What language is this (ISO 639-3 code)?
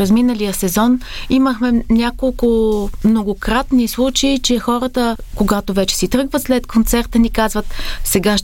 bul